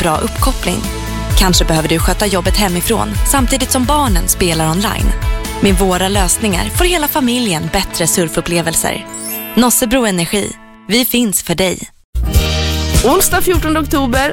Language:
Swedish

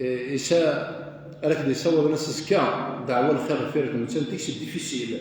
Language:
Kabyle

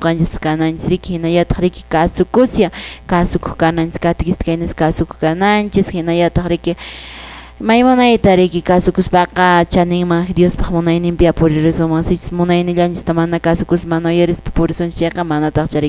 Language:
Quechua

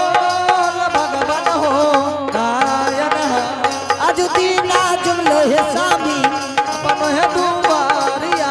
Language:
Angika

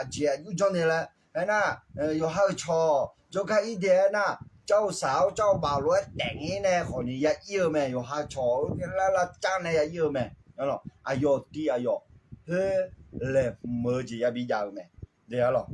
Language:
Akha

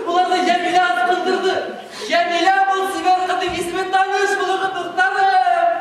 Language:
Bashkir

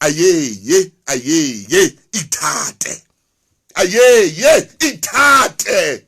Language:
Southern Sotho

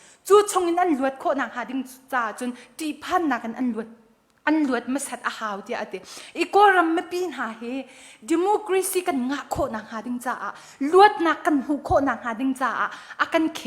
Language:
Hakha Chin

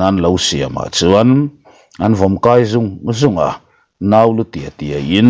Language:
Mizo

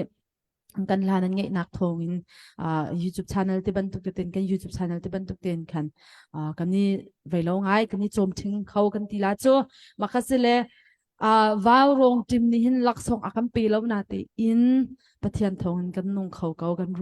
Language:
Hakha Chin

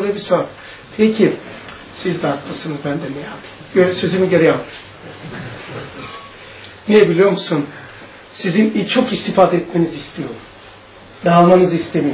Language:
Turkish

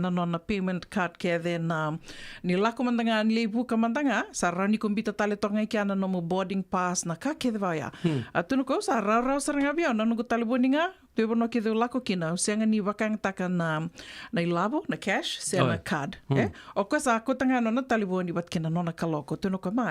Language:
Fijian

